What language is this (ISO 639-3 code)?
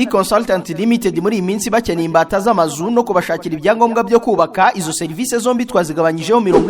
kin